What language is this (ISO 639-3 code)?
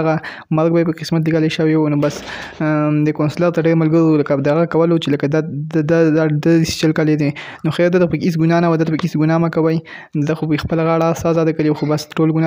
pus